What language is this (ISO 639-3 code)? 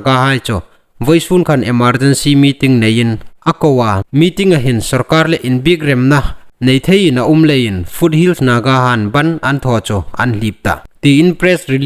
hmr